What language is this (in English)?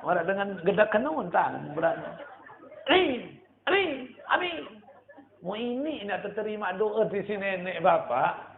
Sasak